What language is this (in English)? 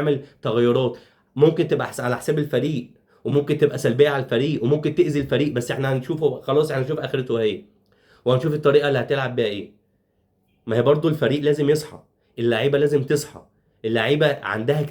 Egyptian Arabic